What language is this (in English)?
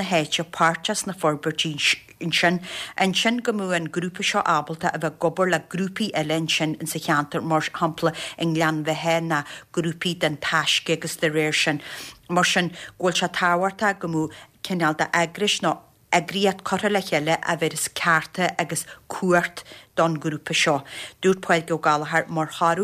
Irish